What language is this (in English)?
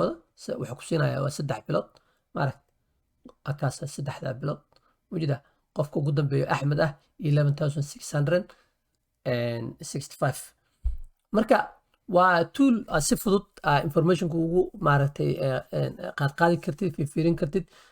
Somali